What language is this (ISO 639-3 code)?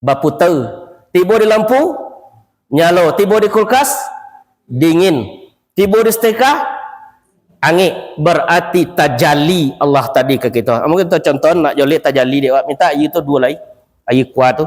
min